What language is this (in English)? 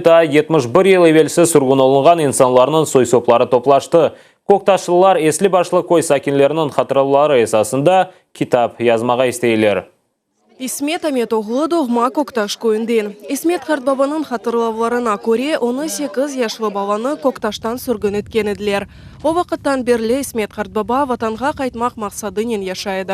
Crimean Tatar